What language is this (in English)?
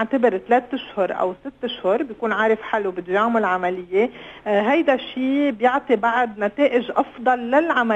North Levantine Arabic